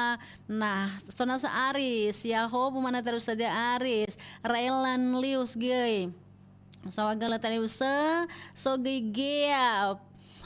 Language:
Nias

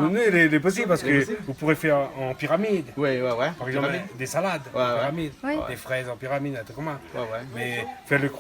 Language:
Réunion Creole French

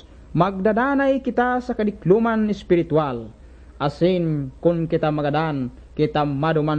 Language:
Bikol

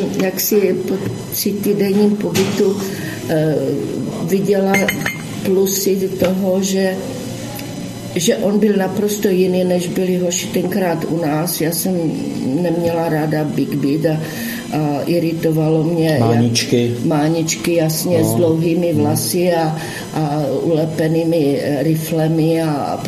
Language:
Czech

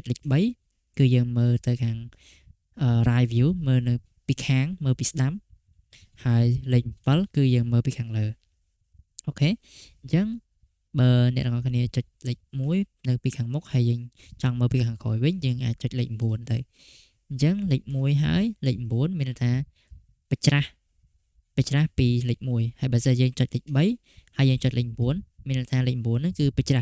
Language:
Khmer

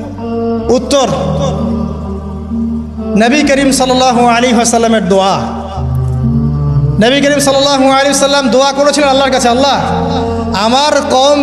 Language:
Bangla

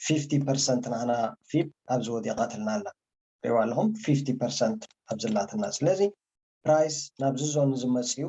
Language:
Tigrinya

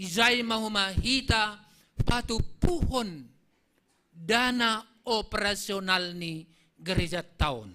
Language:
Batak Simalungun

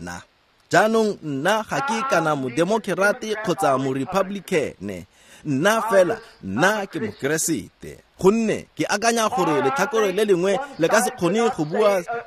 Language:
Tswana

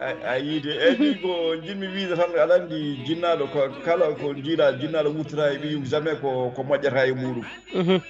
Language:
Fula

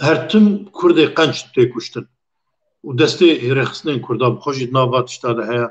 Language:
Kurdish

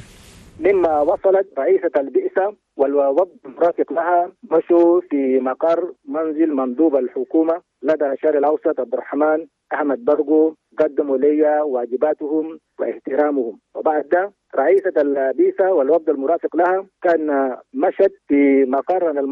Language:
Chadian Arabic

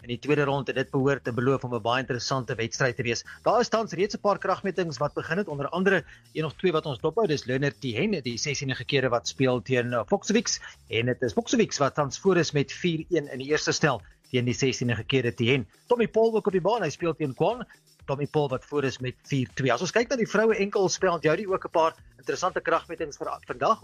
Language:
Afrikaans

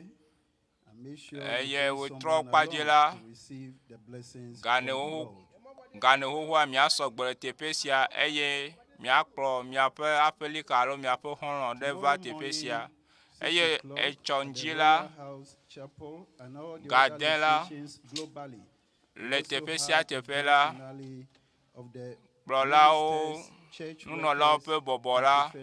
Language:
Ewe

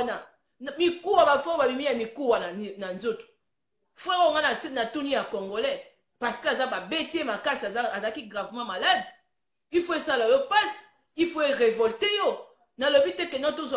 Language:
Lingala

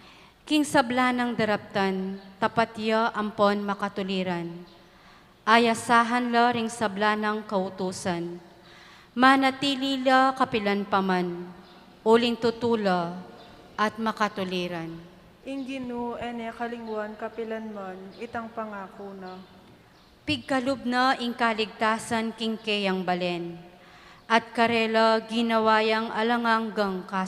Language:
Pampanga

